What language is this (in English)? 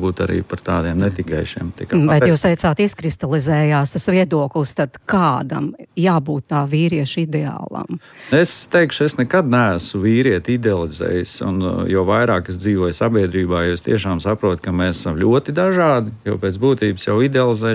Latvian